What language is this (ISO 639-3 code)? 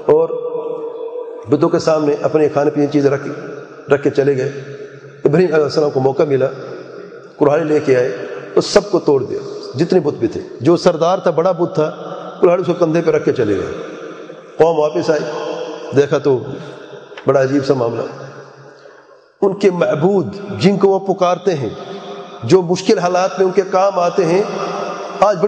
urd